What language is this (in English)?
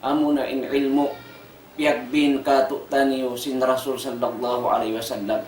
Tausug